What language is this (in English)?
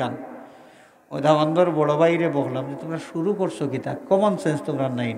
Sylheti